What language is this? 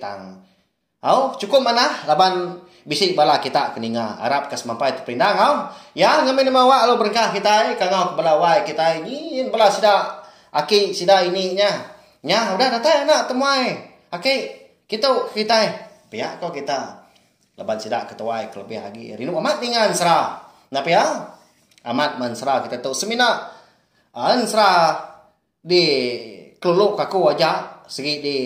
Iban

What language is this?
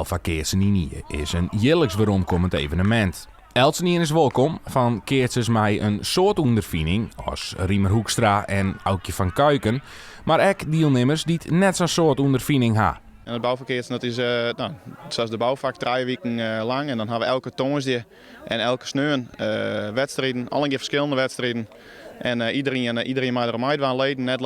Western Frisian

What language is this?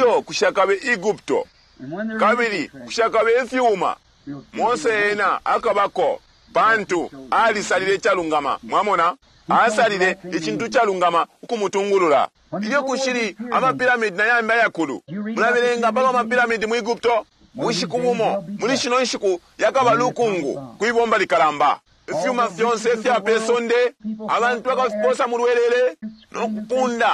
Bemba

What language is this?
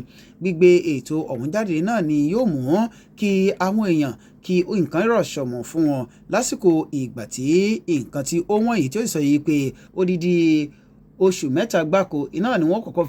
Yoruba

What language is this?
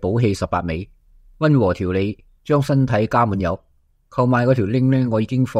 Cantonese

